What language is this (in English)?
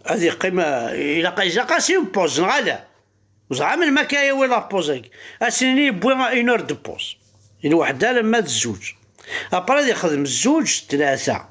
Kabyle